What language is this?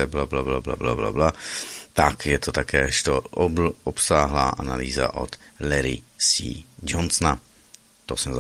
Czech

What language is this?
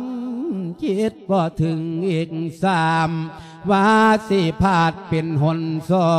Lao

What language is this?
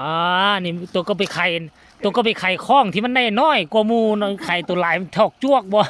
Northeastern Thai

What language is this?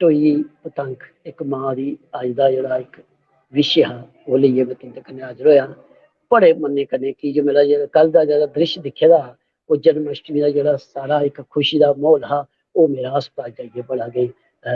Dogri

